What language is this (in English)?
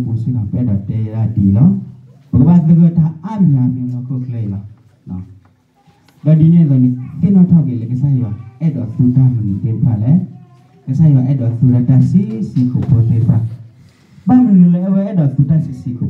S'gaw Karen